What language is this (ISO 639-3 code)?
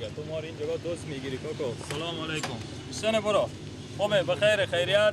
fas